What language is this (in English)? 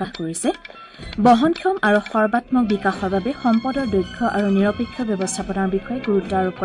Assamese